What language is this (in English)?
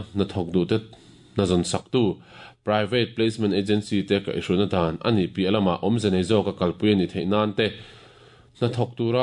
Mizo